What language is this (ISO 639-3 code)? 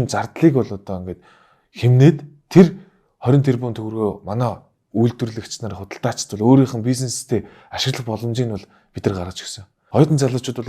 mon